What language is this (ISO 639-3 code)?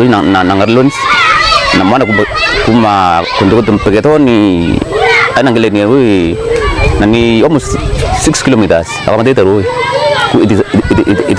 mer